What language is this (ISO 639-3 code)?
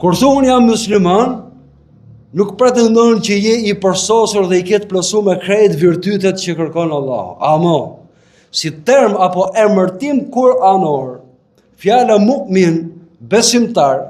sqi